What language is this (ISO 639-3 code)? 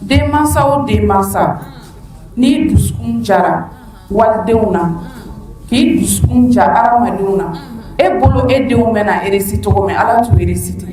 bam